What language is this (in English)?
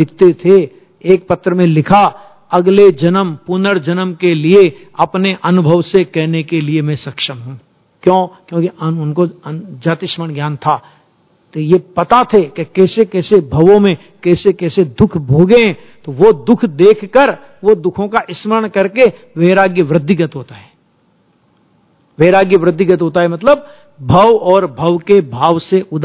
Hindi